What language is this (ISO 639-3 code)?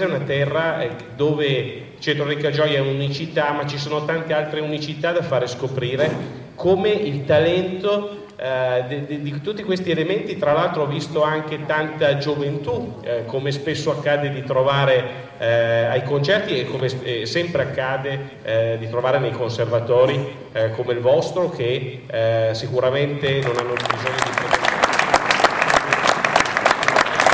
ita